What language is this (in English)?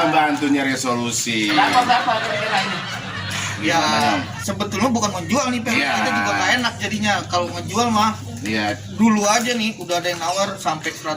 Betawi